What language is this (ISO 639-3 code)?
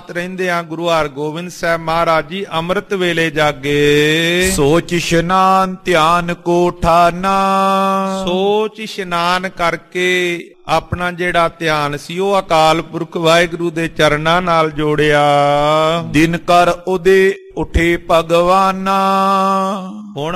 pan